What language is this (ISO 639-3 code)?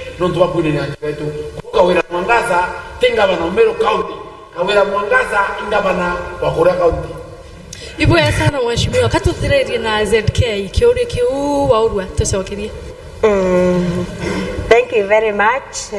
mer